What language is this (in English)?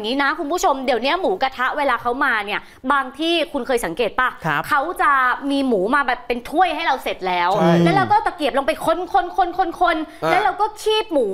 Thai